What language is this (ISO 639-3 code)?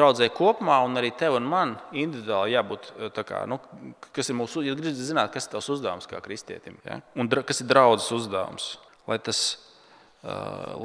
lav